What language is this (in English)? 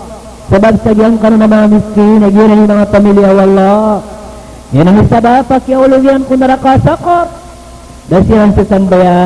Maranao